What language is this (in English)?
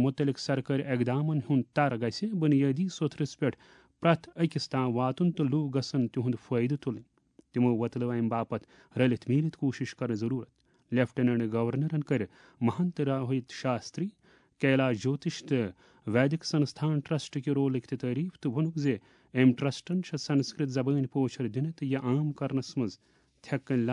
Kashmiri